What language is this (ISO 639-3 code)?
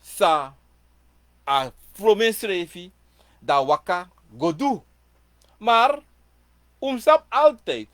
srn